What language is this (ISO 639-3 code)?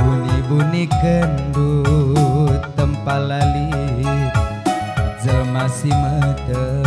btx